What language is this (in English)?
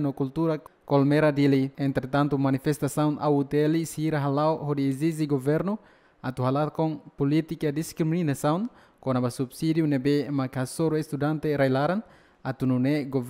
Tetum